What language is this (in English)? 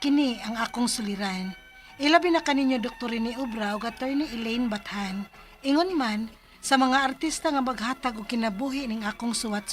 Cebuano